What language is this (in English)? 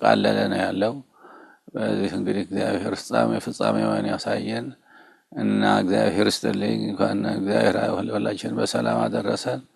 Amharic